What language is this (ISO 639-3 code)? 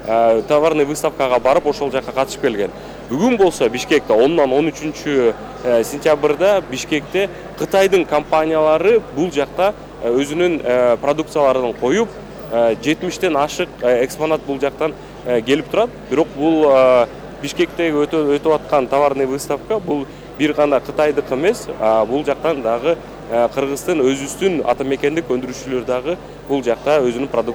kir